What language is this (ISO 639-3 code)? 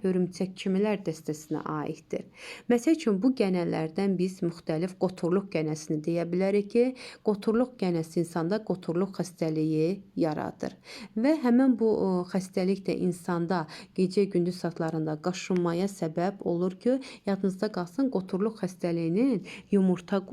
aze